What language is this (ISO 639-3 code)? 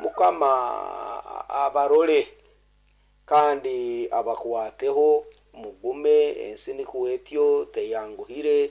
nyn